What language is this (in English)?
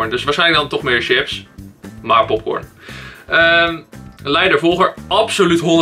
Dutch